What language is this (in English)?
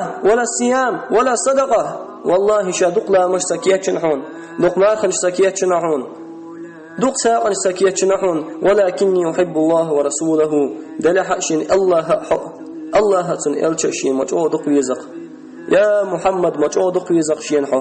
Chechen